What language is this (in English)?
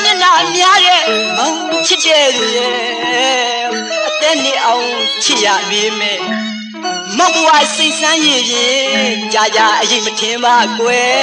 Burmese